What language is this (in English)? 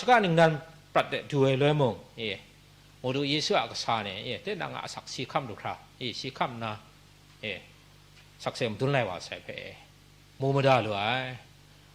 Kachin